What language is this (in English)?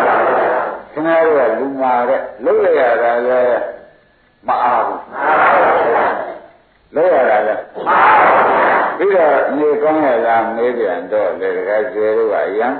Burmese